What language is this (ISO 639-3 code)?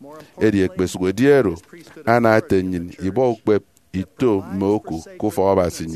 efi